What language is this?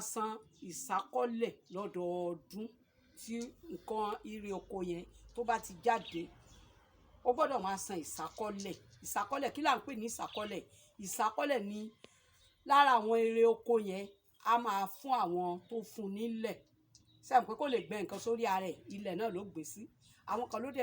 Yoruba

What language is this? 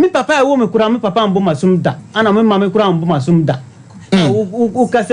Akan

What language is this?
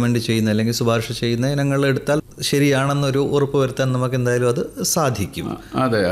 Malayalam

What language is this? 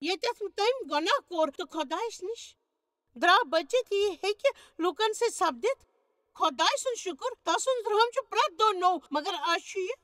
Kashmiri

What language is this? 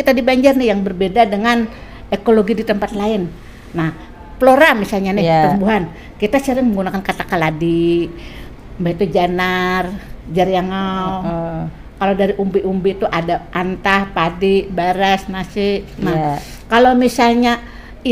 Banjar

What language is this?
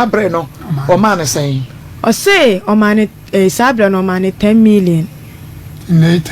Akan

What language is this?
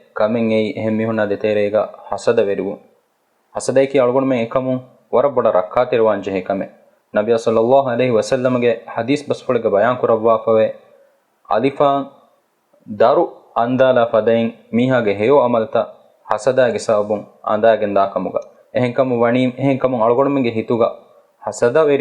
Divehi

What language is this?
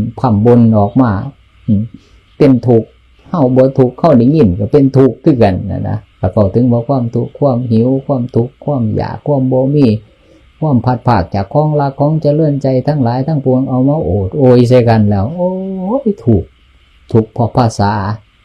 Northeastern Thai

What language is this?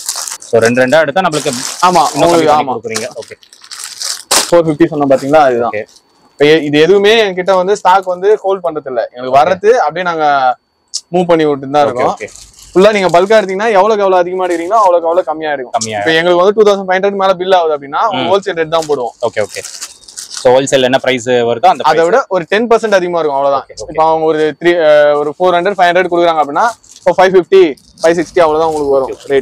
Tamil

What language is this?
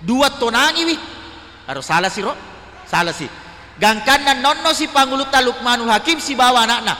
Buginese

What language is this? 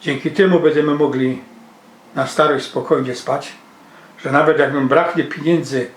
Silesian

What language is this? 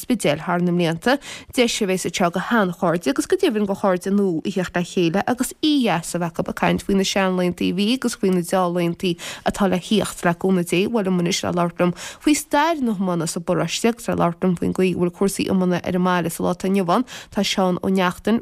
Irish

